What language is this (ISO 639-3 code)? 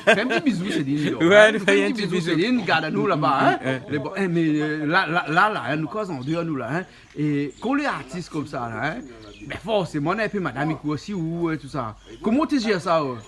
rcf